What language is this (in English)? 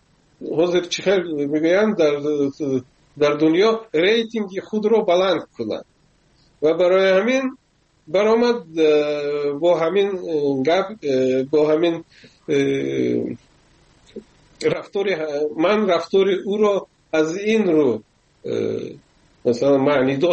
Persian